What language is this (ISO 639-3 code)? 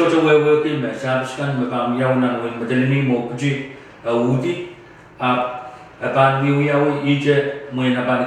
pon